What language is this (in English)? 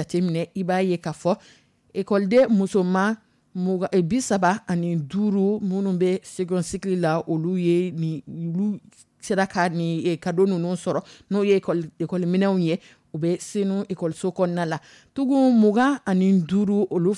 Dyula